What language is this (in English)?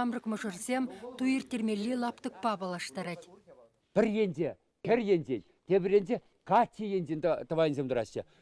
Chuvash